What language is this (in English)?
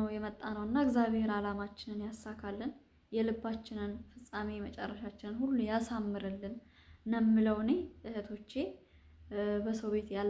Amharic